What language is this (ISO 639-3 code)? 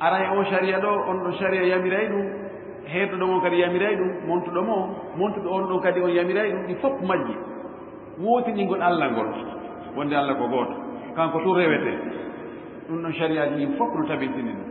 ful